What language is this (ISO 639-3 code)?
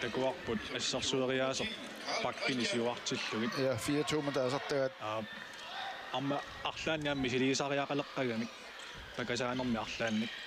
kal